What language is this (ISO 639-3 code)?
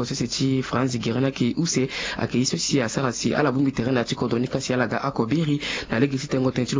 sag